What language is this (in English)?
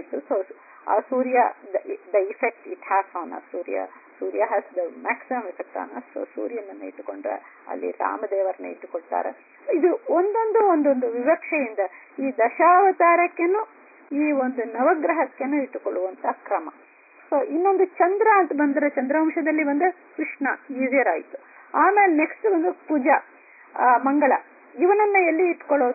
Kannada